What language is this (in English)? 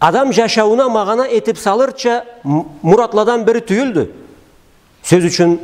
Karachay-Balkar